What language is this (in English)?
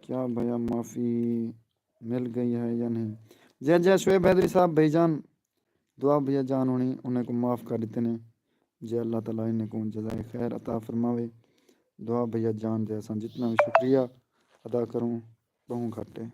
Saraiki